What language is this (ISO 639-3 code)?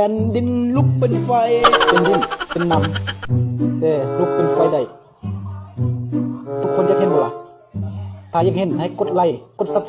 lao